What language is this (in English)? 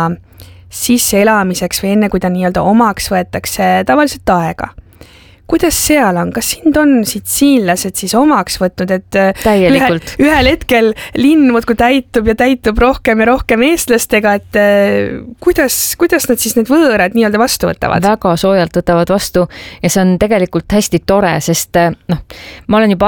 Estonian